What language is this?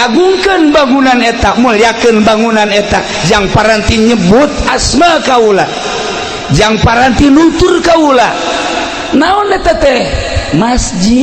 Sundanese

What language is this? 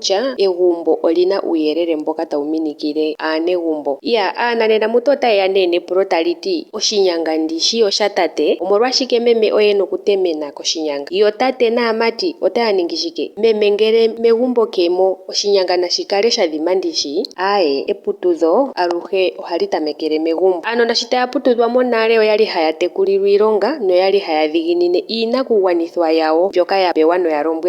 Ndonga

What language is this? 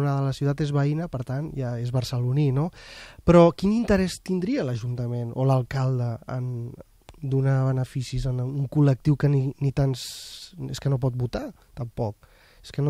Catalan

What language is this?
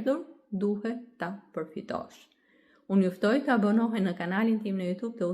Albanian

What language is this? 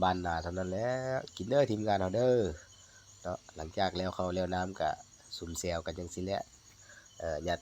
Lao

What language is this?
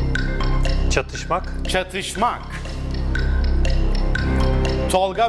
Turkish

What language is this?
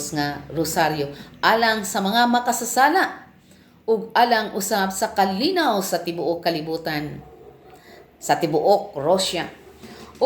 Cebuano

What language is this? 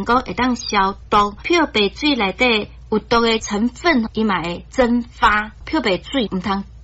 Min Nan Chinese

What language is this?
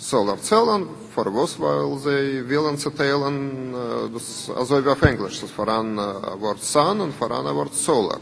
Yiddish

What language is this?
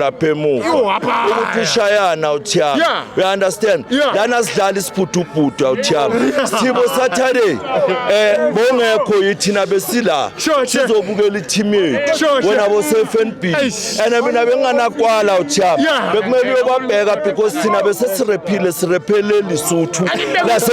Zulu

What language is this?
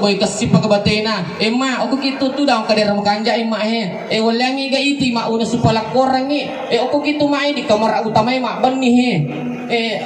Buginese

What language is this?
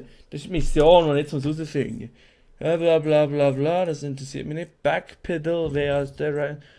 Swiss German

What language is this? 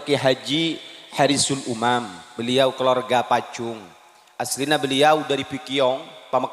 Madurese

